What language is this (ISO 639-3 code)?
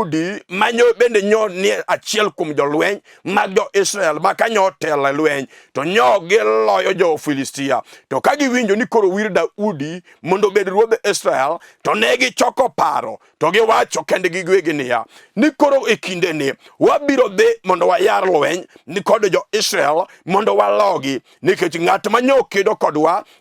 luo